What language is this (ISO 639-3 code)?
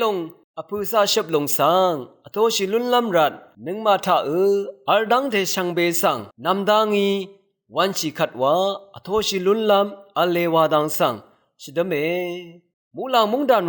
raw